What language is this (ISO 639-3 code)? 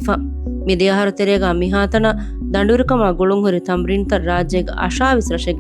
div